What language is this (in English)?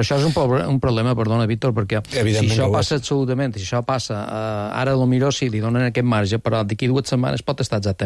Catalan